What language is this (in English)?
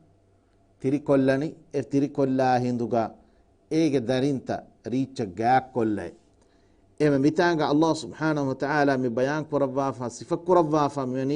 Divehi